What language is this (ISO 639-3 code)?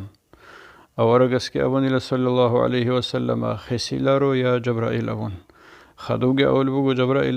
ava